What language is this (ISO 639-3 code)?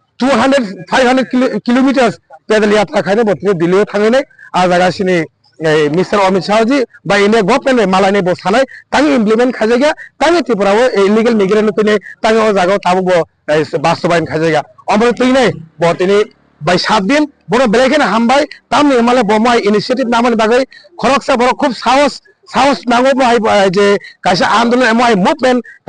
trp